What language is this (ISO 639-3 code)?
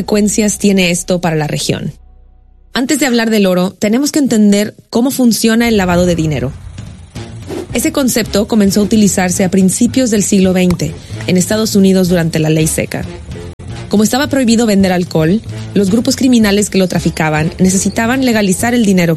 spa